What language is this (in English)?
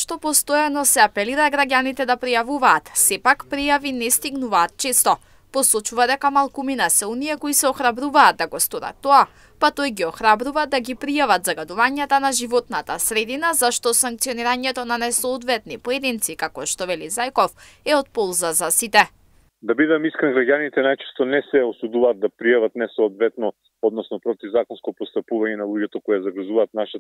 Macedonian